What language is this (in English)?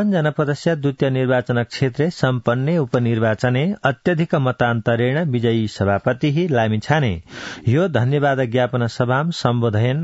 Sanskrit